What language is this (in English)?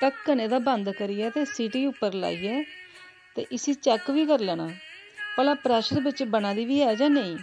Dogri